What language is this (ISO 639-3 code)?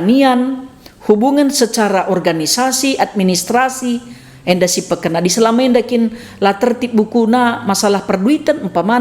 btx